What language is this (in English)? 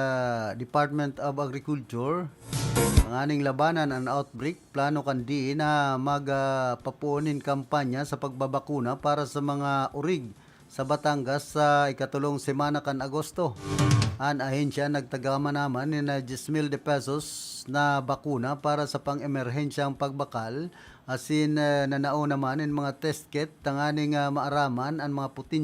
Bikol